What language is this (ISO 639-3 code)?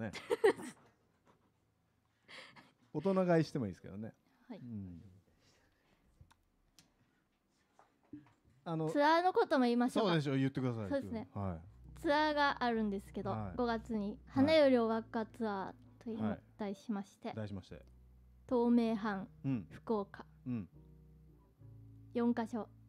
jpn